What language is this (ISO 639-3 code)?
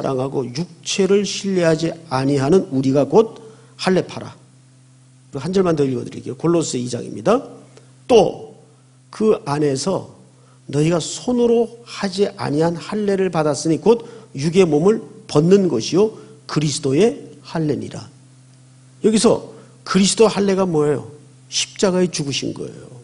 kor